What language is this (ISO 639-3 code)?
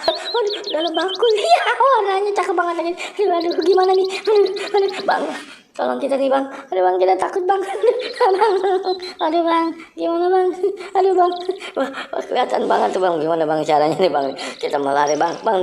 bew